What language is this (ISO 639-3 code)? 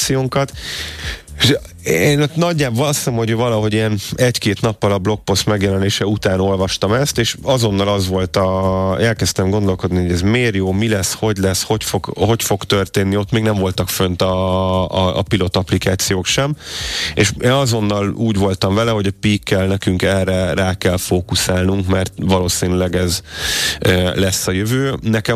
hun